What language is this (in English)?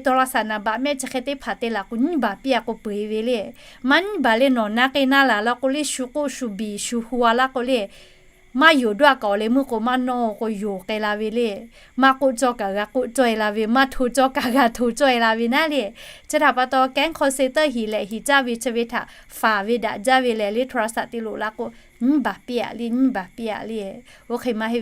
Lahu